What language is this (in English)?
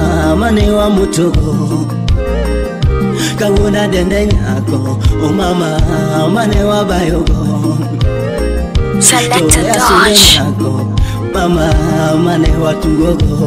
Luo (Kenya and Tanzania)